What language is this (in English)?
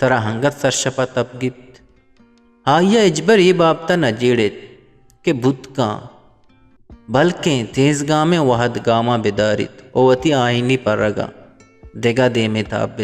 Eastern Balochi